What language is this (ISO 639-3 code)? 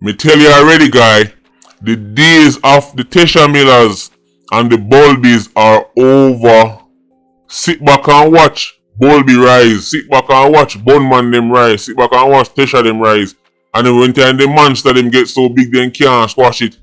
jam